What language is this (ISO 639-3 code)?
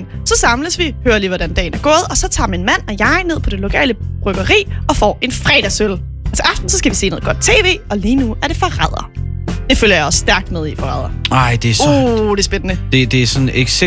dan